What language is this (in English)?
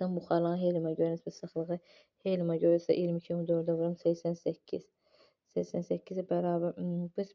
Azerbaijani